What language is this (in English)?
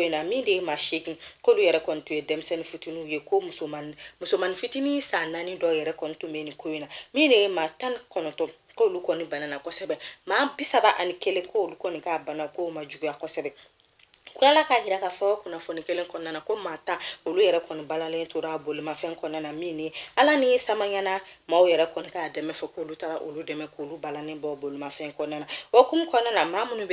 Bambara